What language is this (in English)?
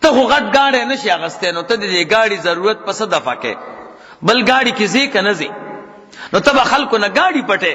Pashto